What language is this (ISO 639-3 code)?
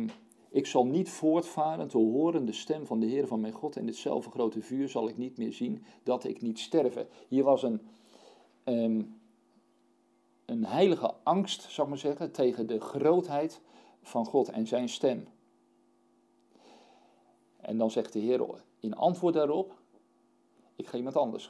nld